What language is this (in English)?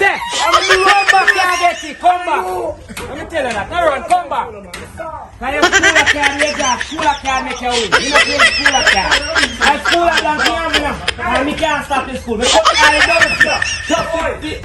Jamaican Creole English